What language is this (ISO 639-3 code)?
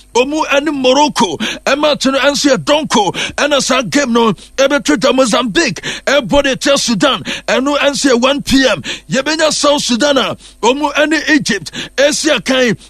aka